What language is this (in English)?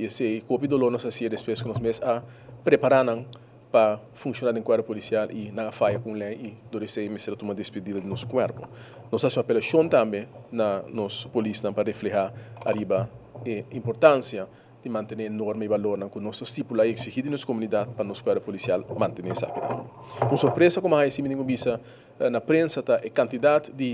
Papiamento